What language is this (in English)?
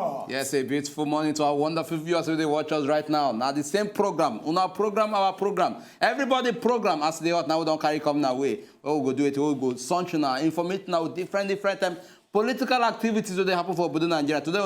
Nigerian Pidgin